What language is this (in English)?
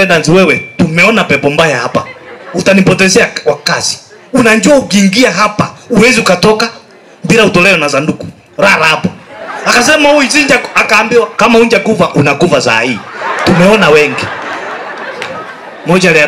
Swahili